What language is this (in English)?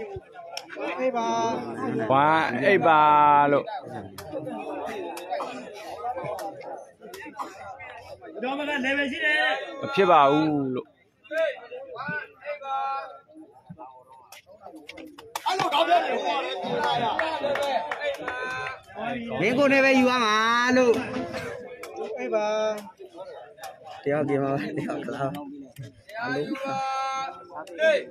Burmese